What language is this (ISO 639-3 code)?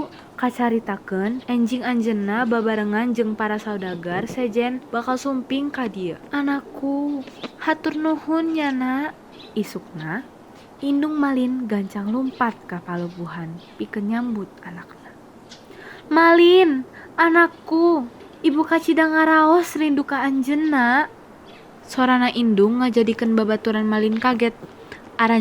sun